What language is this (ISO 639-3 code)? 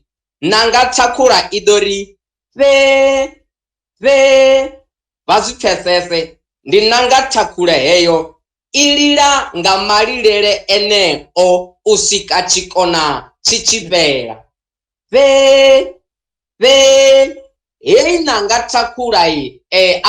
ven